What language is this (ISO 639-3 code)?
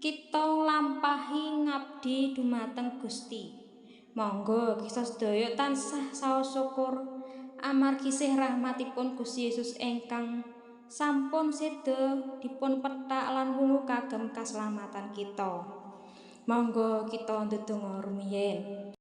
jav